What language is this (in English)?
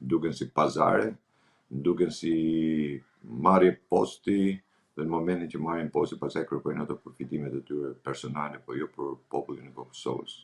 Albanian